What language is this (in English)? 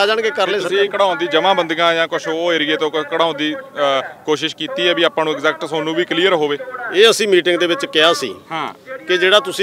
Punjabi